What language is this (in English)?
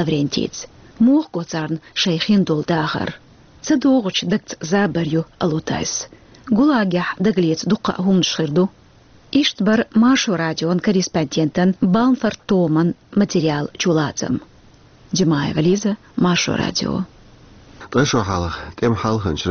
Chechen